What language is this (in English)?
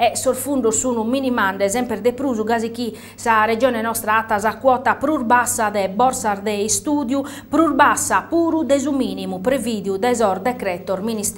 Sardinian